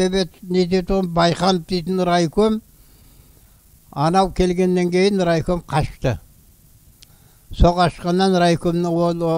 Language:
Kazakh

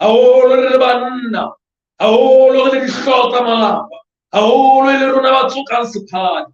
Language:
Southern Sotho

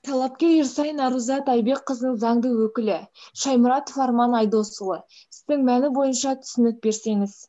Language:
Kazakh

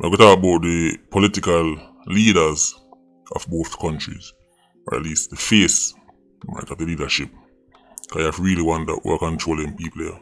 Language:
Jamaican Creole English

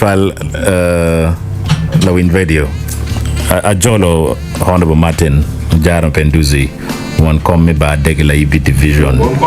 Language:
Acoli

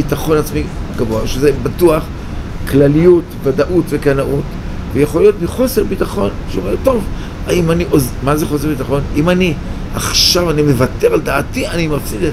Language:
Hebrew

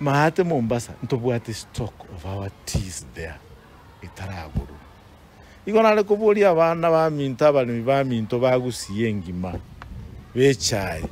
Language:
Gusii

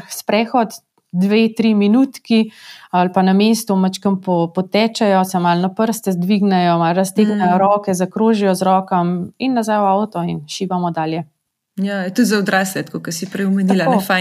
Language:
Slovenian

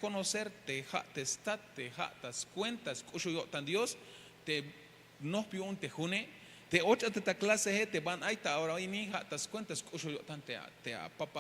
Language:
Tzeltal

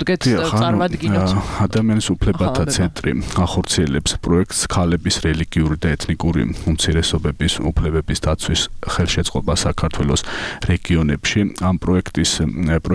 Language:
Georgian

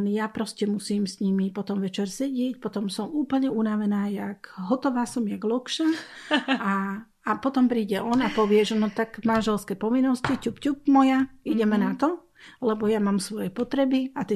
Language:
Slovak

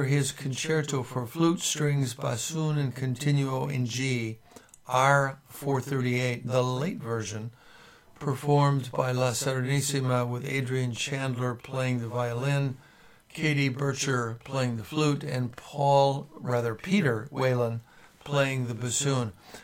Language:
English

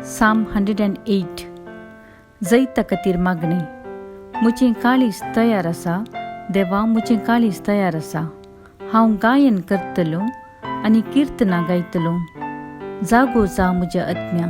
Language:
Konkani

